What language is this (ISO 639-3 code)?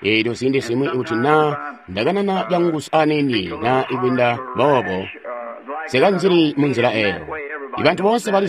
toi